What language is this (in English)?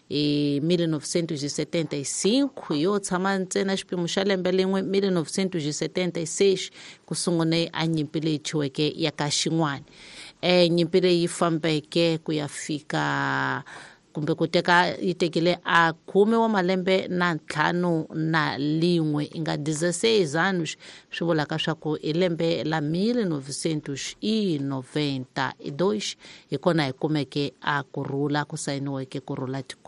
Tsonga